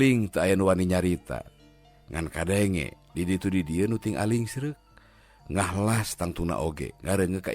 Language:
Sundanese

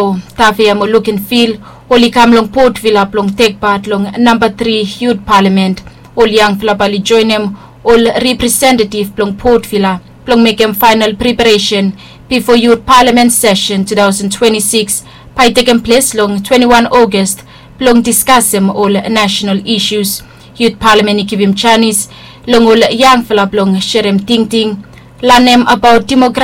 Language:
Bislama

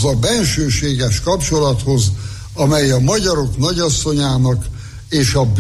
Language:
Hungarian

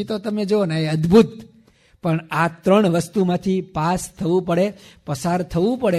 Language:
Gujarati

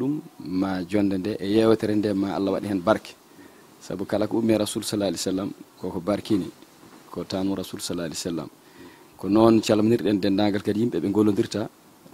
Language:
Fula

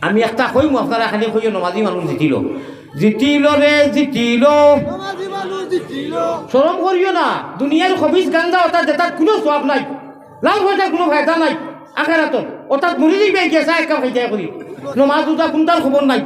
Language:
Sylheti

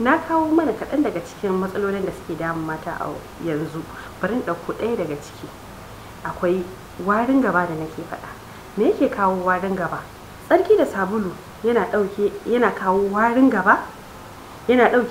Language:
Hausa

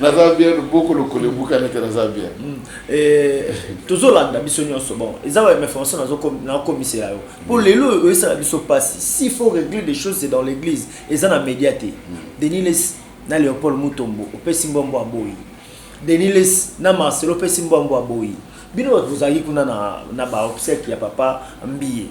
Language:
Lingala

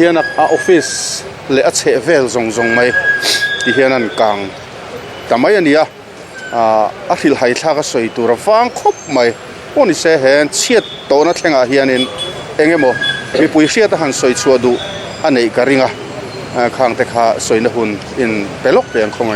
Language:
Mizo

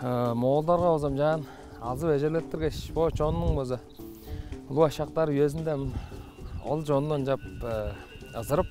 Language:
Tuvinian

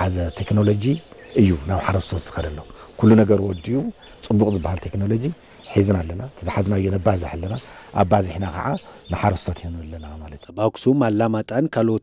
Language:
Tigrinya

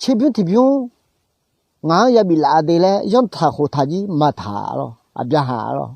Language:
Akha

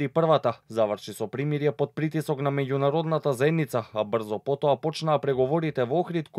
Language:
Macedonian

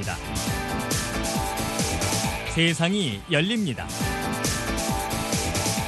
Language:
Korean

